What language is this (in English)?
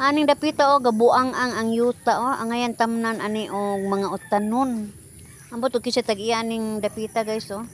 Cebuano